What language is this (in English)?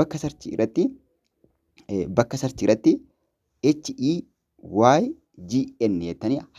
Oromo